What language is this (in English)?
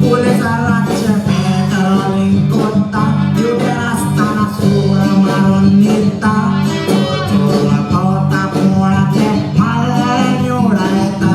Konkani